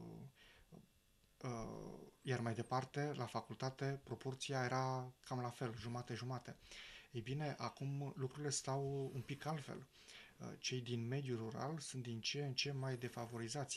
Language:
Romanian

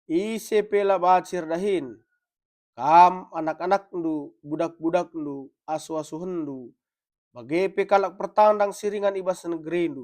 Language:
Batak Karo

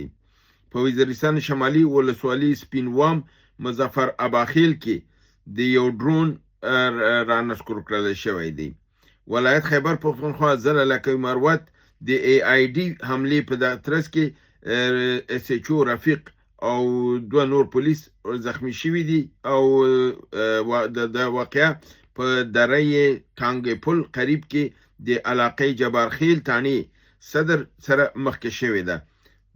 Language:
Pashto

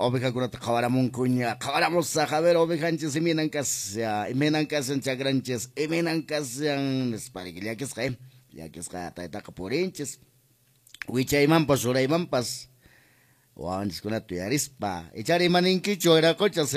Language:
Quechua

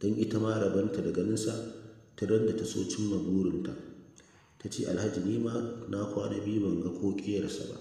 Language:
Hausa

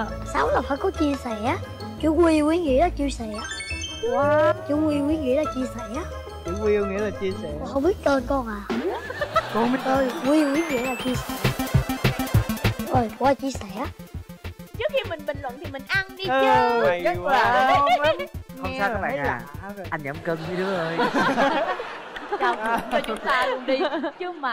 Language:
Vietnamese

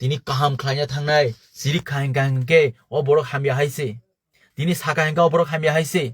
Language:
Kok Borok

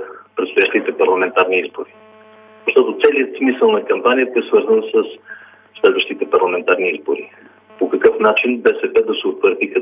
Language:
Bulgarian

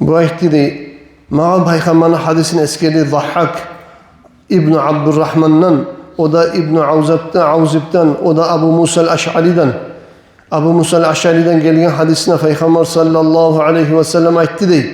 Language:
Kumyk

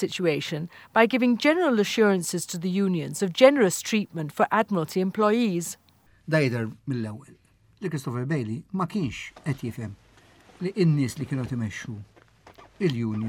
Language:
Maltese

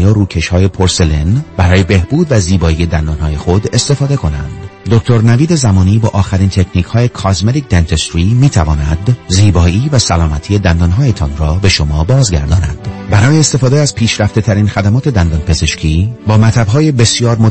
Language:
Persian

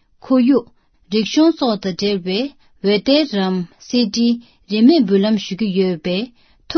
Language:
Tibetan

